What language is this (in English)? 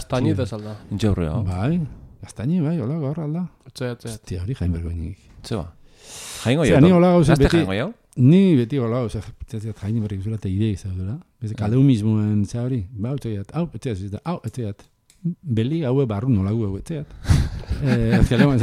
Basque